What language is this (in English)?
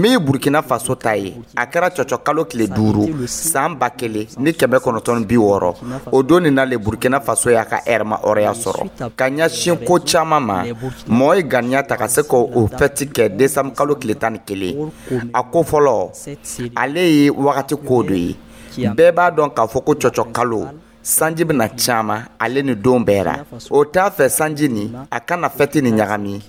Dyula